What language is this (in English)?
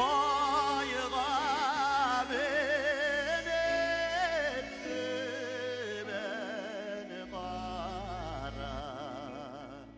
Bashkir